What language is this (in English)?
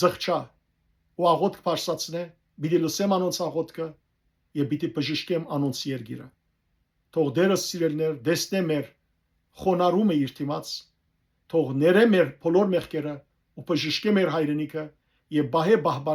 Western Armenian